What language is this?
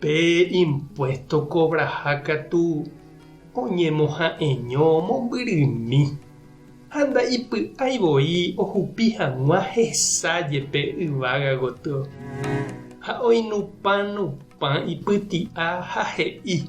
Guarani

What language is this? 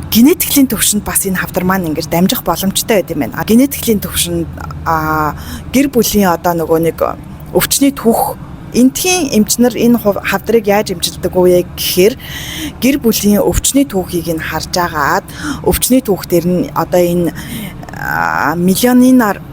Mongolian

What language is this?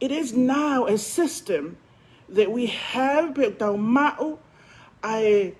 Tongan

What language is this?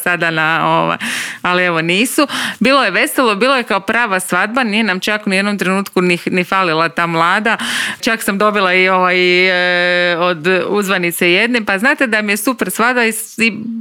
Croatian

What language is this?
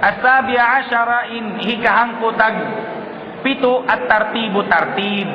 Tausug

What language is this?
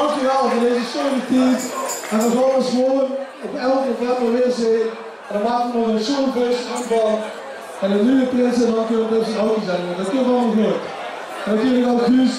Limburgish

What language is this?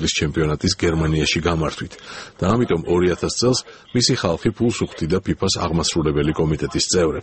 Georgian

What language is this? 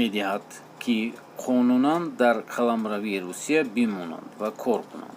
Tajik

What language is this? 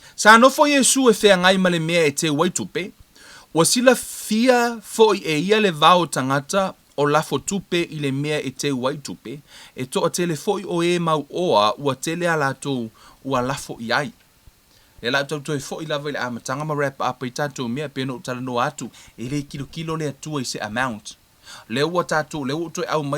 Samoan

